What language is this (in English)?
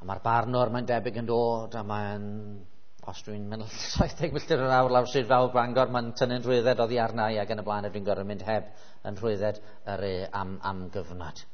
Welsh